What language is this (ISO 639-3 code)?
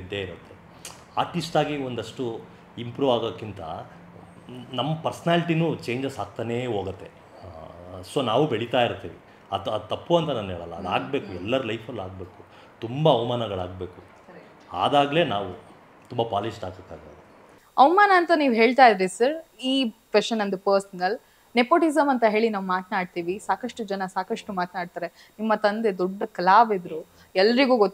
kan